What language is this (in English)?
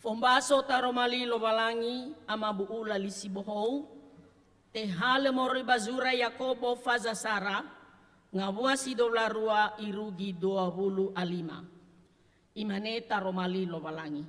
Nias